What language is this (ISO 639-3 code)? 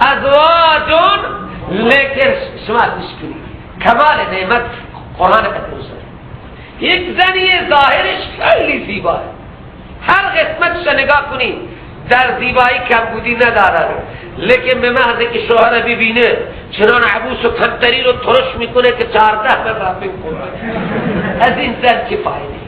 fas